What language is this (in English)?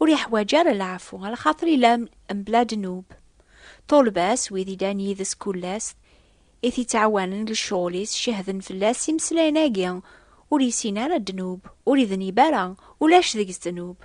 Kabyle